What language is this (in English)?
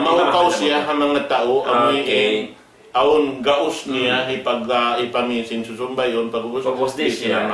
Tausug